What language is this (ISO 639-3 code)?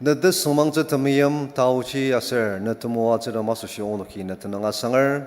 njo